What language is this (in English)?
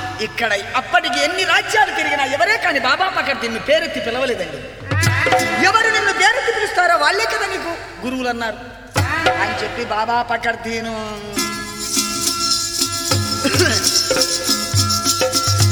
Telugu